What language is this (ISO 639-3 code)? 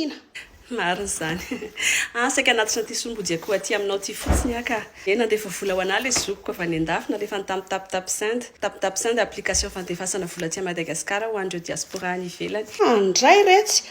mlg